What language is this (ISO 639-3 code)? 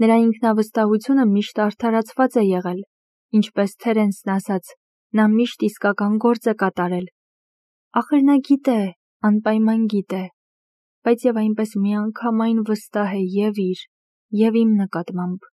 hye